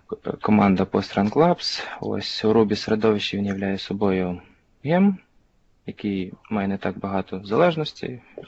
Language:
Ukrainian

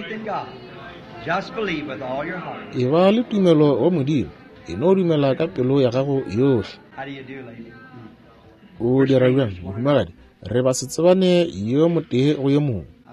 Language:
Northern Sotho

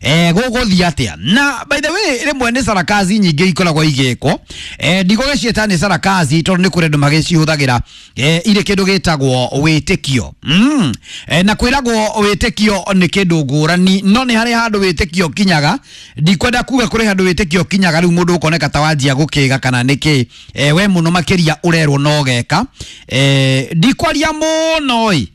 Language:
Kikuyu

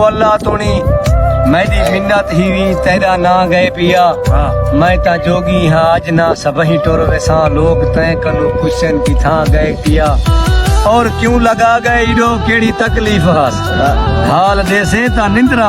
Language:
Saraiki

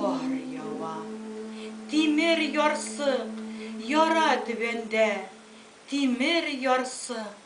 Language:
Bashkir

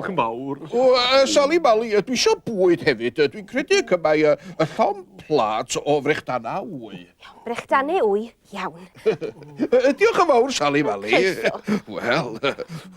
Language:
Welsh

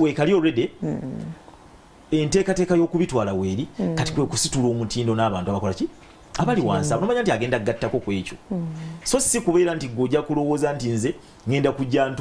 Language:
Ganda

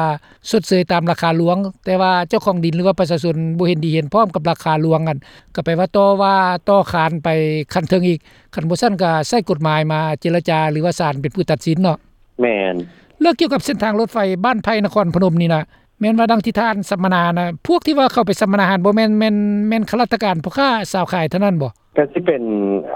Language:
Lao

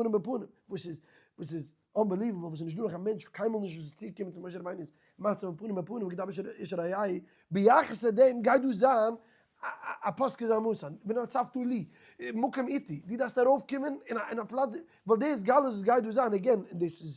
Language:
Yiddish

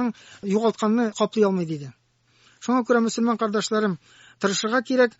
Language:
Tatar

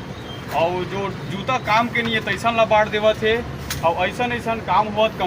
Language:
Chhattisgarhi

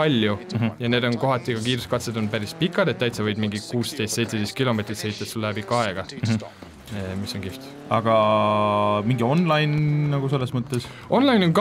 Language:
Estonian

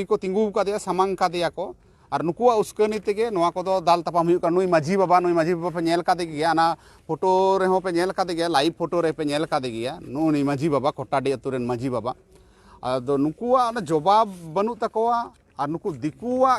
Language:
Santali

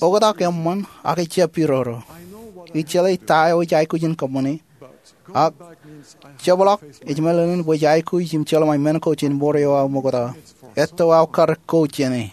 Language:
Marshallese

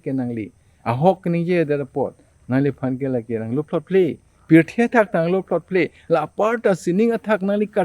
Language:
Karbi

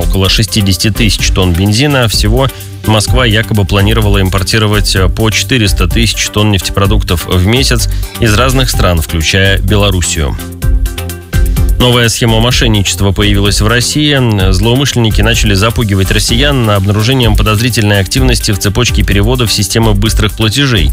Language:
Russian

